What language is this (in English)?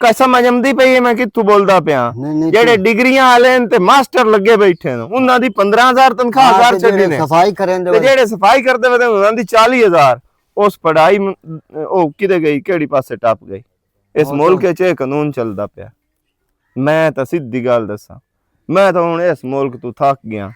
Western Panjabi